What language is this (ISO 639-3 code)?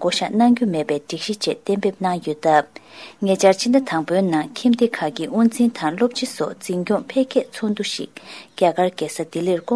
bod